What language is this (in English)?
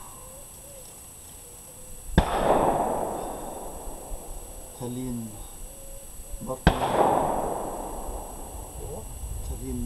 Danish